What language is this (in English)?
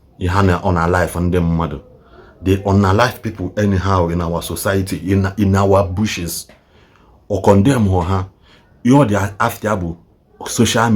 Igbo